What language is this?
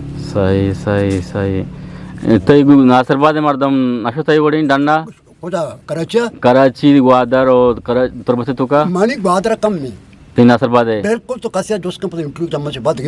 Eastern Balochi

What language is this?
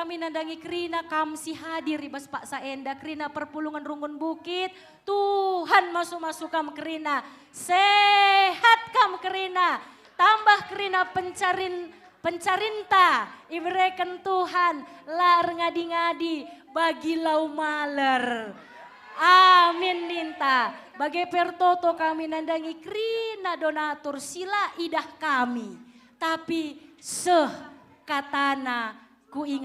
Batak Karo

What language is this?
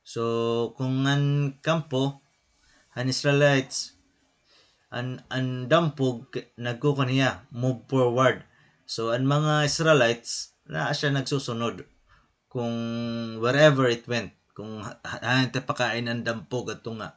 Waray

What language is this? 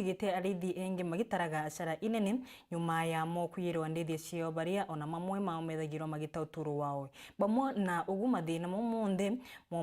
Meru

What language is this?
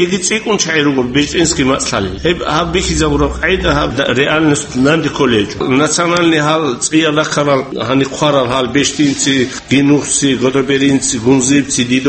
Avaric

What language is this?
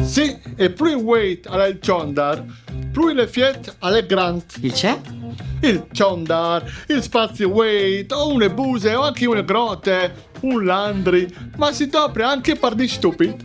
Friulian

